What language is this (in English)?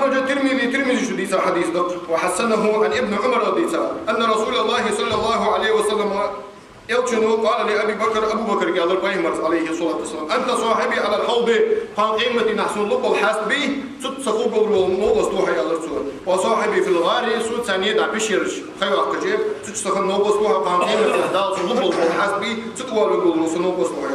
Ingush